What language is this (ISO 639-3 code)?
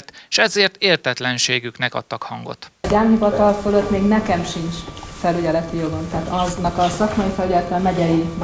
hun